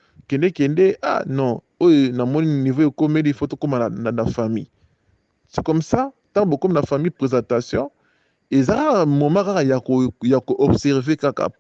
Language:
Lingala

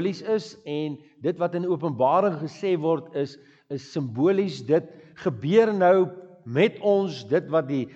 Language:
Afrikaans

